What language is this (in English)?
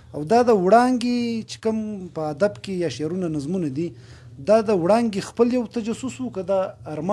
Pashto